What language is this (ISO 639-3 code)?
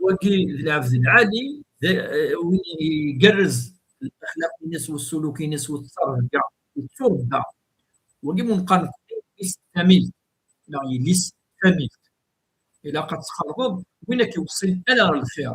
kab